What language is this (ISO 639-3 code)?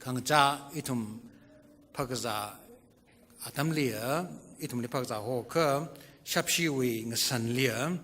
nmf